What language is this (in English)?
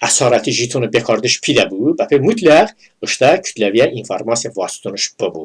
Talysh